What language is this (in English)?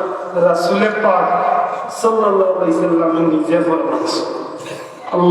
Sylheti